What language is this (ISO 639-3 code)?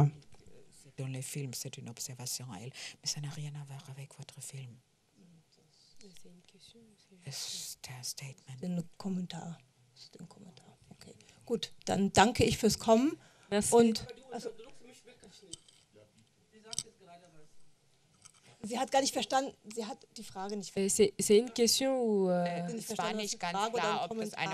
deu